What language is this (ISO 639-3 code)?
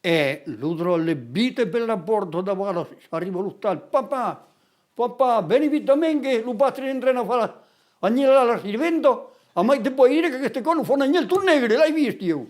oci